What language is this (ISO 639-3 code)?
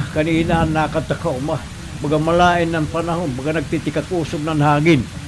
war